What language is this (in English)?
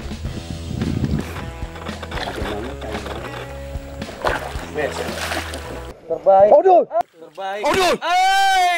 Malay